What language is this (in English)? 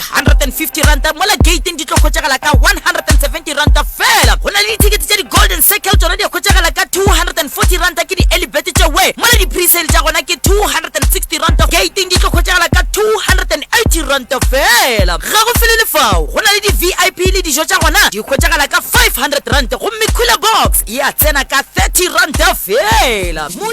Northern Sotho